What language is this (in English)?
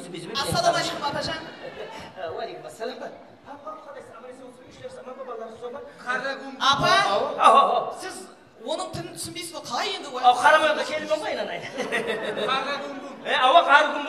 Kara-Kalpak